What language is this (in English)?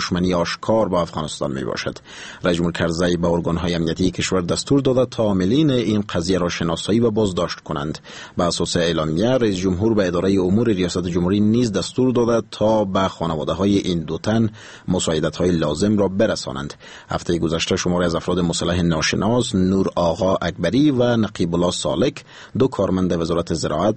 Persian